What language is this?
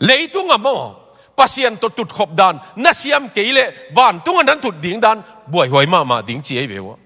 Tedim Chin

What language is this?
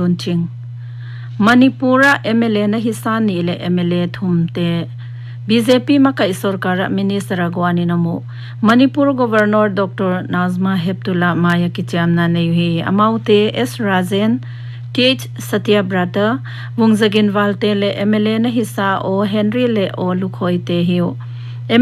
Paite Chin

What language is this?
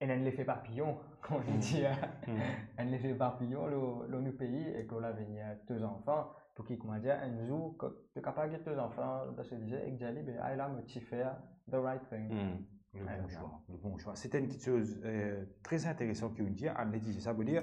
Morisyen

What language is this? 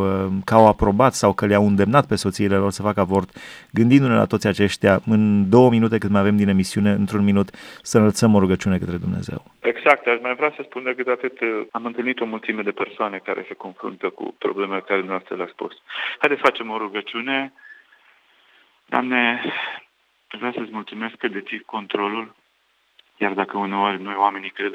Romanian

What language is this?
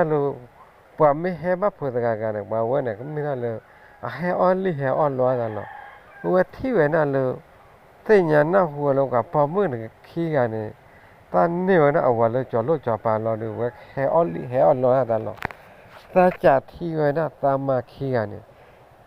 S'gaw Karen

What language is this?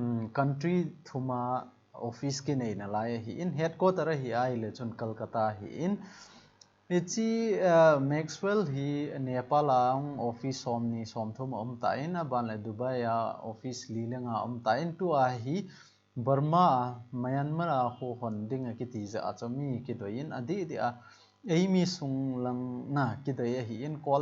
Thado Chin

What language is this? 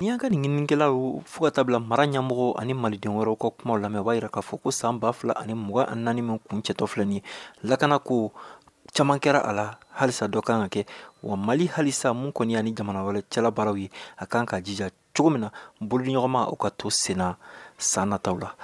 Bambara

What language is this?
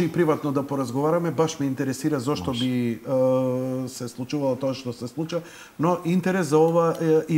Macedonian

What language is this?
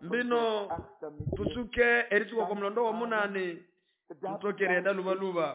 Nande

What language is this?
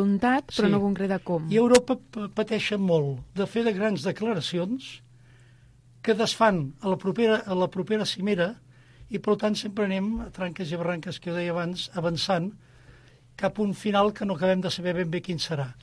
Catalan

